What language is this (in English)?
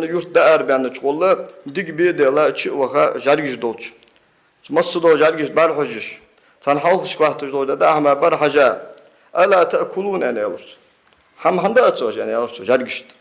Ingush